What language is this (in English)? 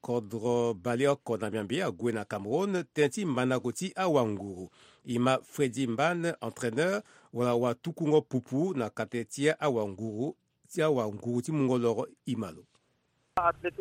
Sango